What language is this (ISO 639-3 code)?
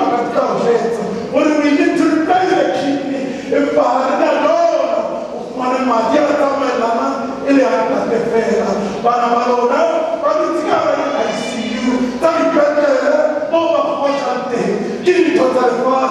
sot